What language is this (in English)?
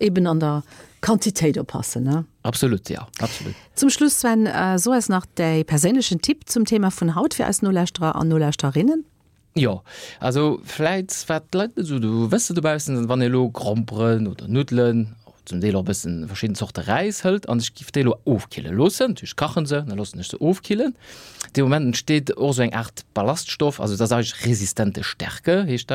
Luxembourgish